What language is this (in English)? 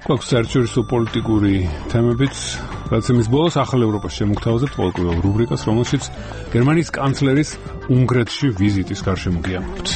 Georgian